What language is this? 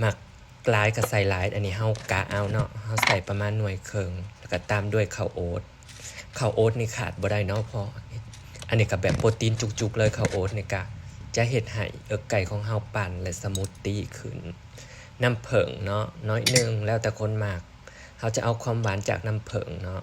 Lao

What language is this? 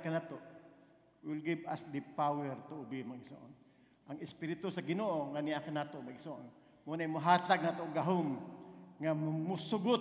Cebuano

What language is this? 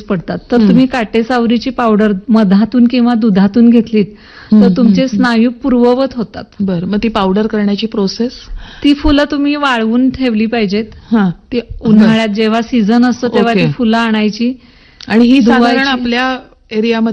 Marathi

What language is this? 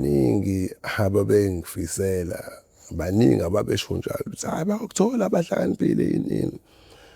Zulu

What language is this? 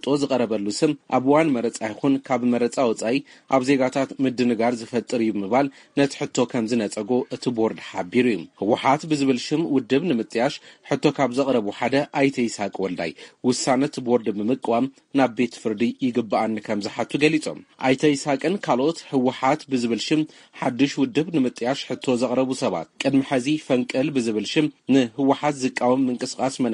Tigrinya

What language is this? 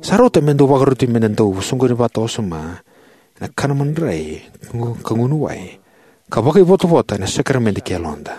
Fijian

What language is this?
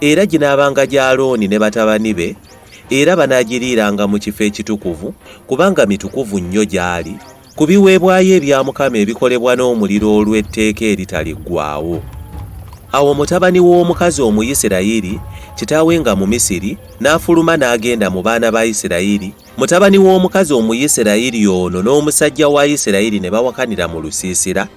Ganda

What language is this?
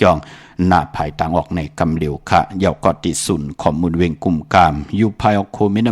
Shan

